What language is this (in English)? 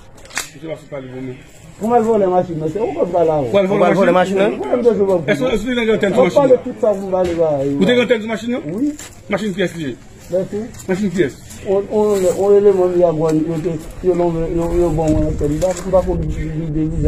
Haitian Creole